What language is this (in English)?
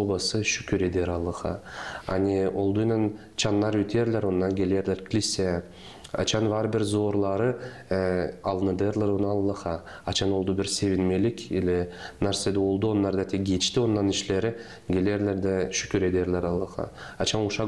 Gagauz